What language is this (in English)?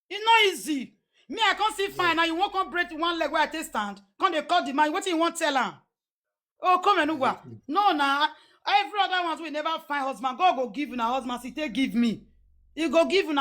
Nigerian Pidgin